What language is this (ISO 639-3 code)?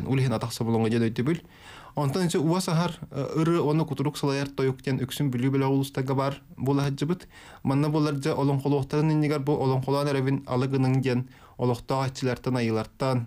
sah